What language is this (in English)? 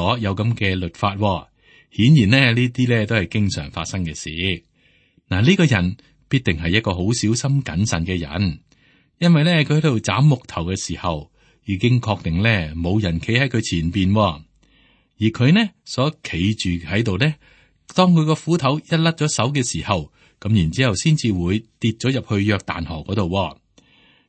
Cantonese